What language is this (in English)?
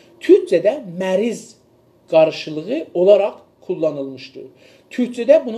South Azerbaijani